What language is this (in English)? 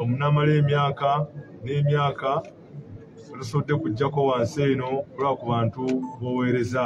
Ganda